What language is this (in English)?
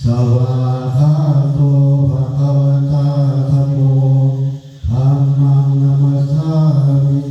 Pali